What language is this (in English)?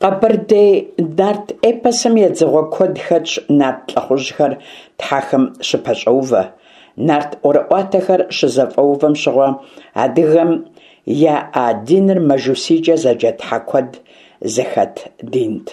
Kabardian